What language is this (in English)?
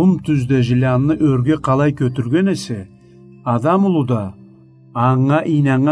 Karachay-Balkar